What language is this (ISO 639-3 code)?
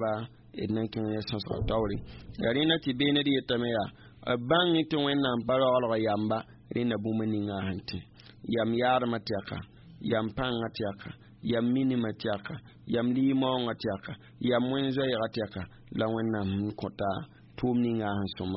mos